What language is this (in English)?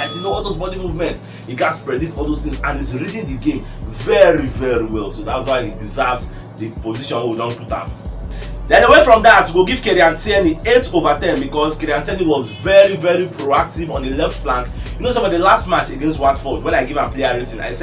Nigerian Pidgin